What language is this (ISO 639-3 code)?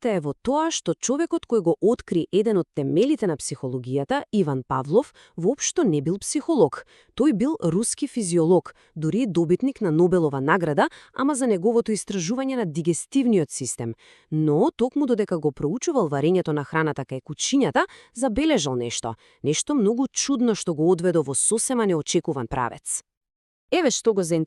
mkd